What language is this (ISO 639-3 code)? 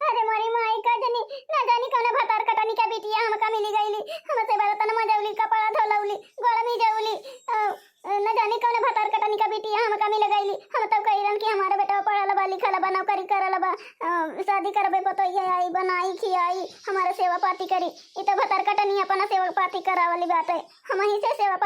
awa